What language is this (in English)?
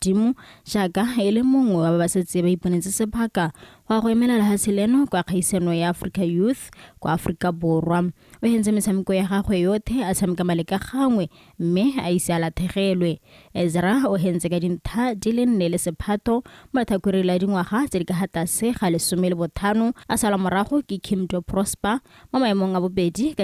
Tswana